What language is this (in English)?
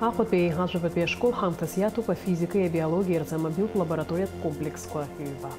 Abkhazian